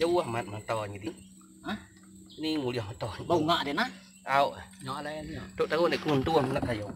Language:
Iban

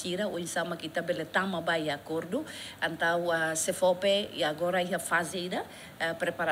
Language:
Tetum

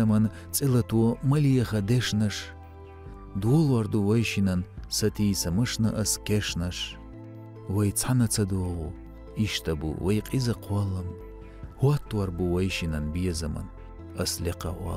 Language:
Chechen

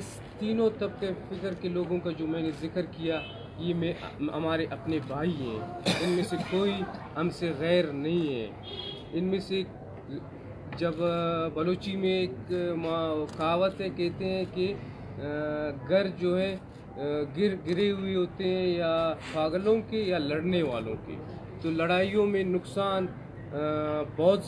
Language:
Urdu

